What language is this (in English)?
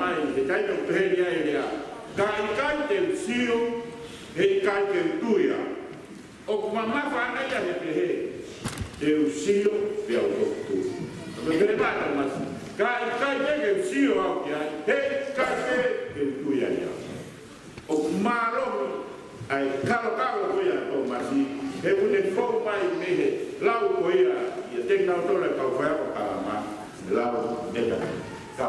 Tongan